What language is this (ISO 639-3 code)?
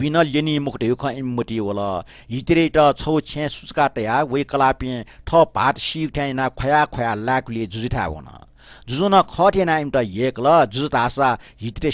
new